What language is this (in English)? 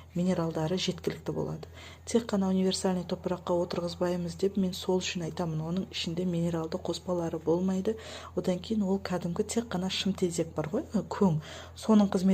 Kazakh